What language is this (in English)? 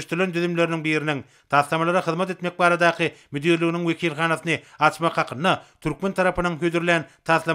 Turkmen